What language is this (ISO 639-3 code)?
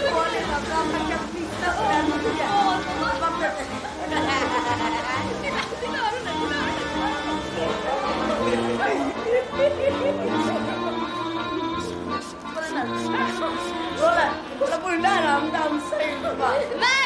swe